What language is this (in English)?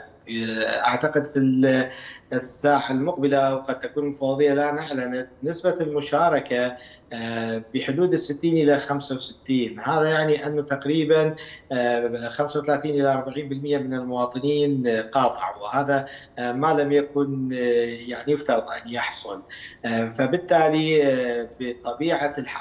Arabic